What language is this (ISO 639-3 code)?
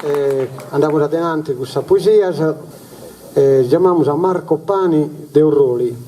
srd